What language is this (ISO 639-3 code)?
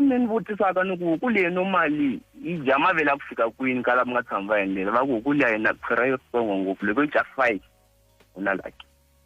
tso